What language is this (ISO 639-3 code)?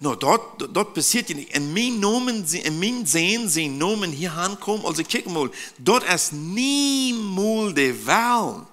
pdt